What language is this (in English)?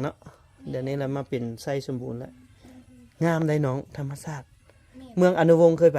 Lao